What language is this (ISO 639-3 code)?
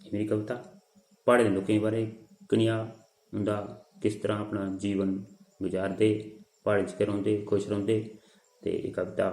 doi